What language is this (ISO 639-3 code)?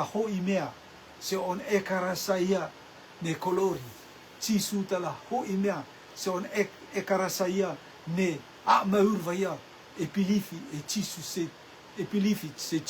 rtm